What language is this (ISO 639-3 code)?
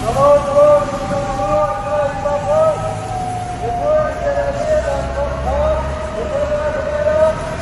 mni